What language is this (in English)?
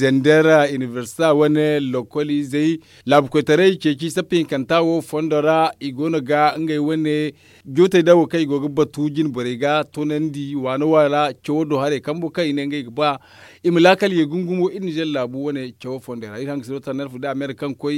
Zarma